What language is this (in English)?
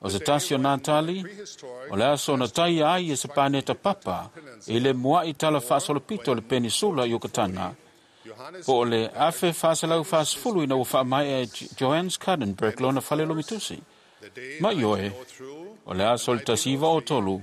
Samoan